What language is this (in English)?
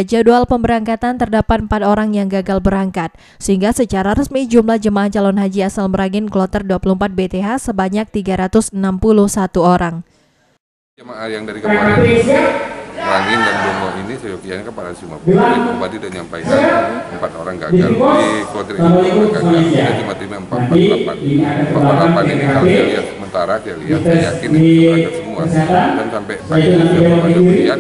Indonesian